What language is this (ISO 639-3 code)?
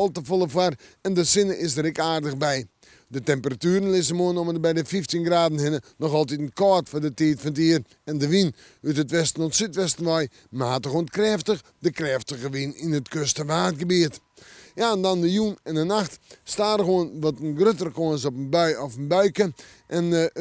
fry